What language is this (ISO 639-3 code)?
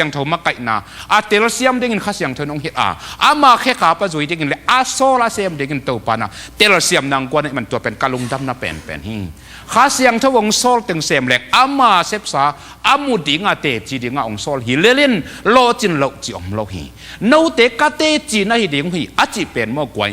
ctd